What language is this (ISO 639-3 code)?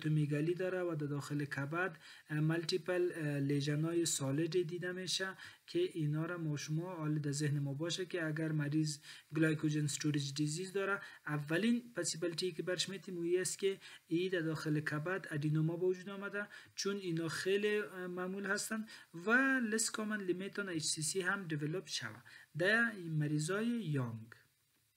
fas